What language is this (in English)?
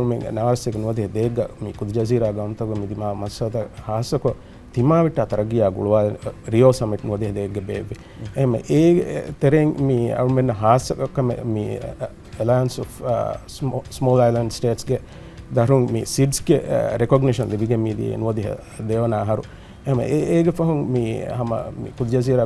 Divehi